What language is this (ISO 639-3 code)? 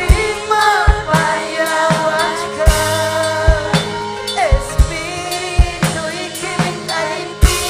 quy